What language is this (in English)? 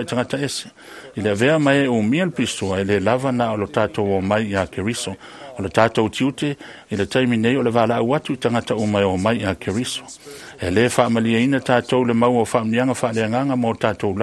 Samoan